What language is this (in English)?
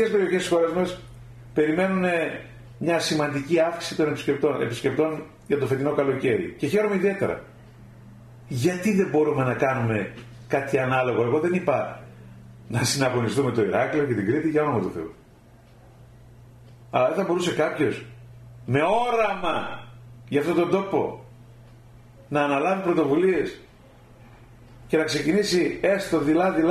Greek